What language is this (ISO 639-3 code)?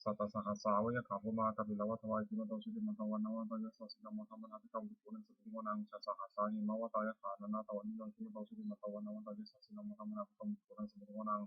pli